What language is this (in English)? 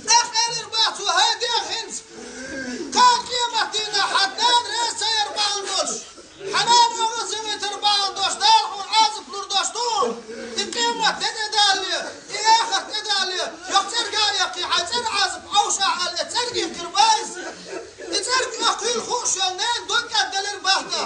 Chechen